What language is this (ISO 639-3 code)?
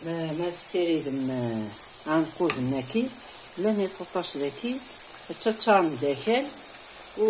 kab